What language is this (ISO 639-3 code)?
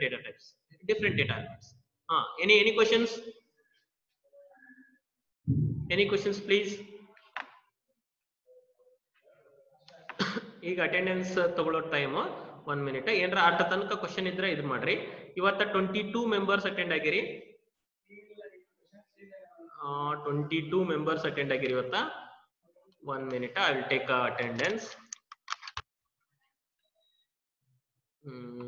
kan